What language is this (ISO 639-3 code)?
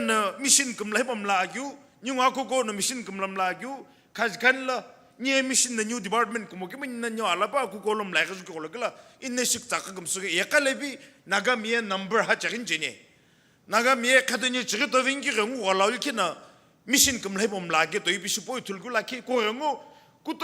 nsm